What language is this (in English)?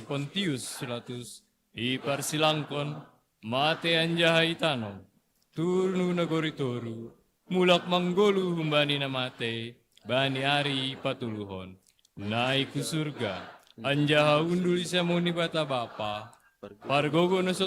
Batak Simalungun